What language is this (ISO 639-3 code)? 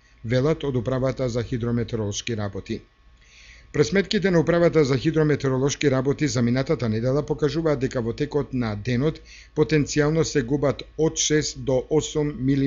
mkd